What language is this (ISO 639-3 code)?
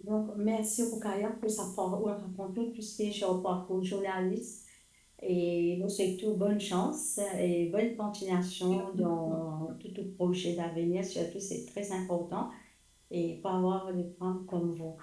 mfe